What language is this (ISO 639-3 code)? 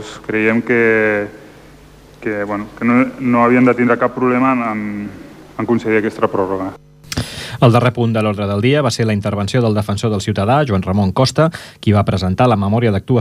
cat